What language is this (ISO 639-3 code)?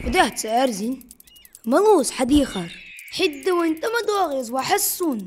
inh